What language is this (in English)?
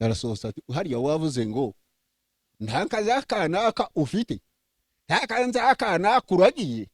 Kinyarwanda